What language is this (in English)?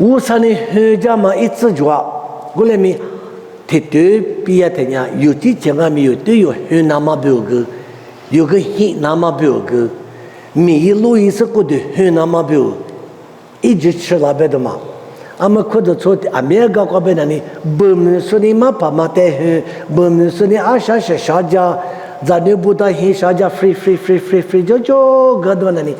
Lisu